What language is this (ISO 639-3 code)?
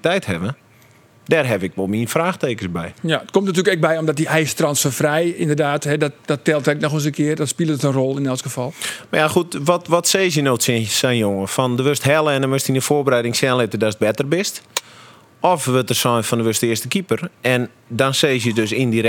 fry